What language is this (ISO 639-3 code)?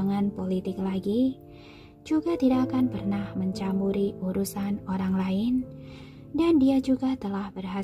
ind